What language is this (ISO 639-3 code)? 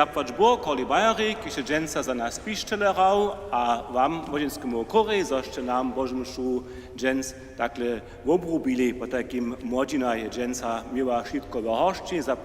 hsb